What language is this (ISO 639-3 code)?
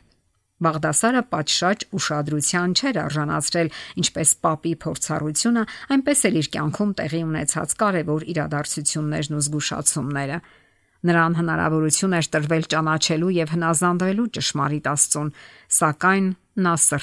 hye